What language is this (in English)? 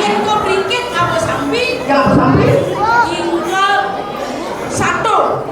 Balinese